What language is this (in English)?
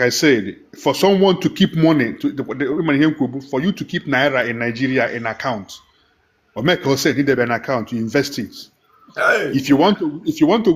Igbo